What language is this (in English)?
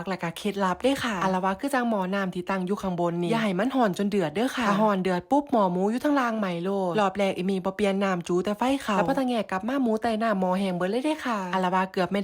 Northeastern Thai